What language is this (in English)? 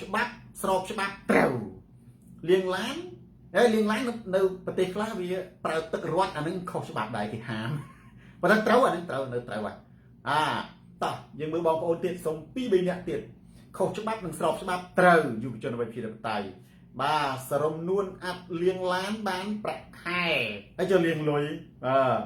Khmer